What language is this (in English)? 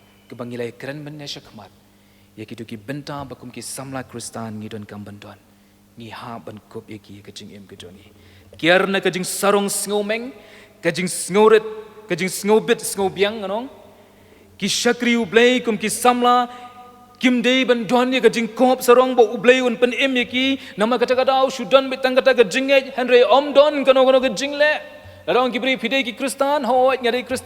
Khasi